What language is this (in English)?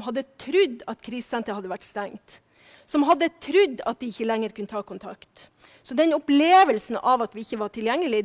Norwegian